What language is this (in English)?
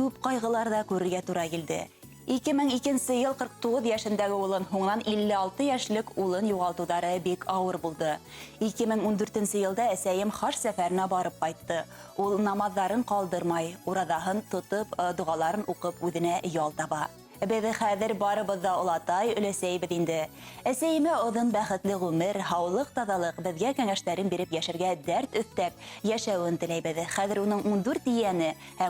Bashkir